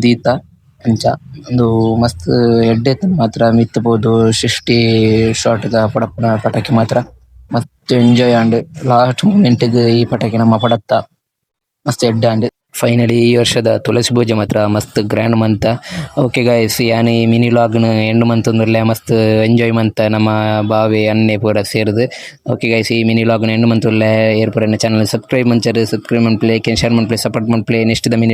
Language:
Tulu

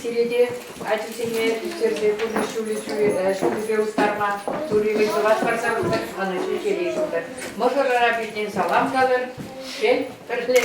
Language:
Chuvash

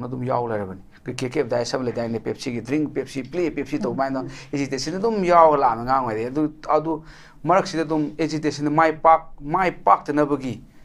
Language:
Manipuri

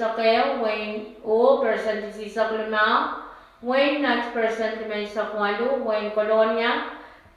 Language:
Pohnpeian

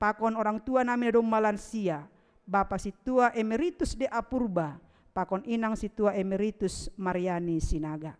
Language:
Batak Simalungun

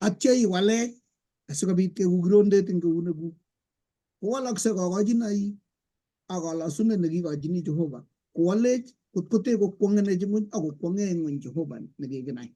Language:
Kalenjin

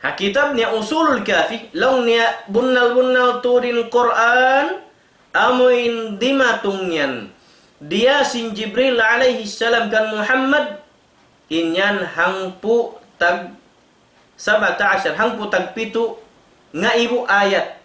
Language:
Tausug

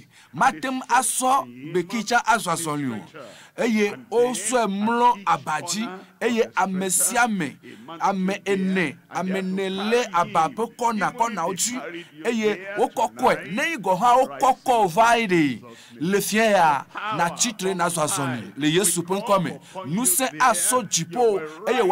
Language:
Ewe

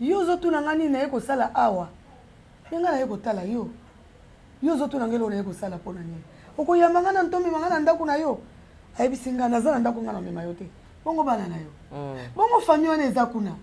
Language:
Lingala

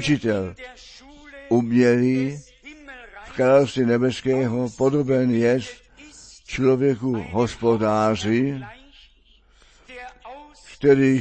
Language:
Czech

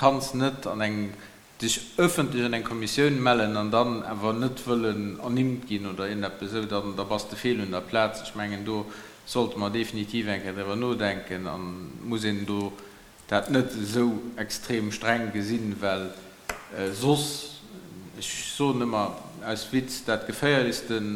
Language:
Luxembourgish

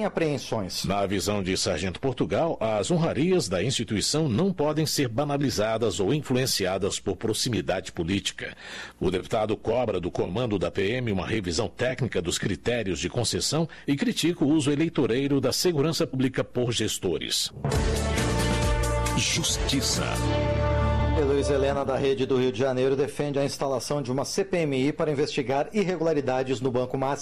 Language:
Portuguese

